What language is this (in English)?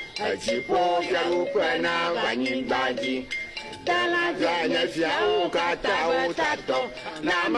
Ewe